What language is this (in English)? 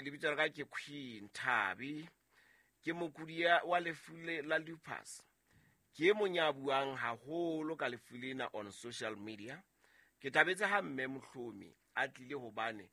Southern Sotho